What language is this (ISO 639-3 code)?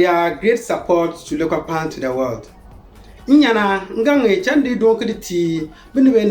xon